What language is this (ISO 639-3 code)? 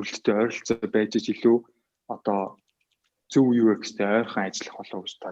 mon